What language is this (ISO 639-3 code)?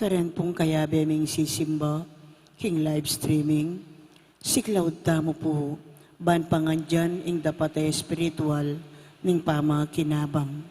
pam